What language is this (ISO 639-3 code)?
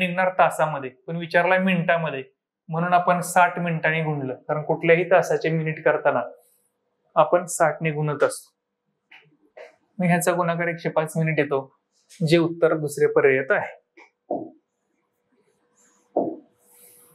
mar